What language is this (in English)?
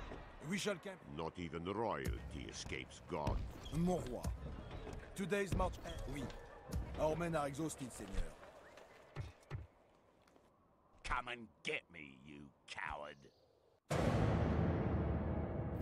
Hungarian